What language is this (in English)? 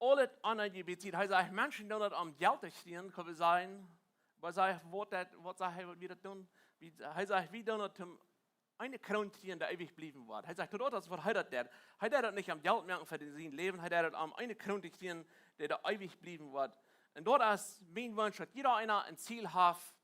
Plautdietsch